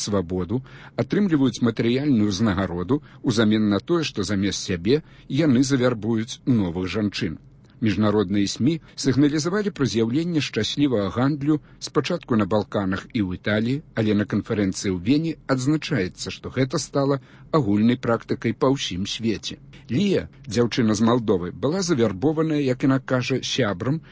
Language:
Belarusian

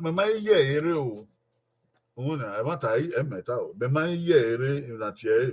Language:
Bini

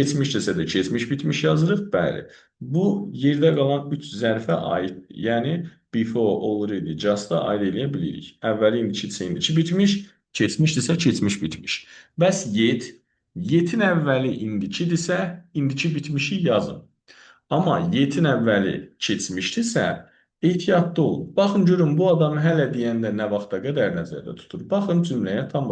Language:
Azerbaijani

